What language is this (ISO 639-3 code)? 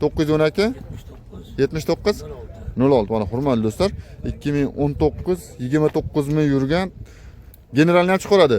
uzb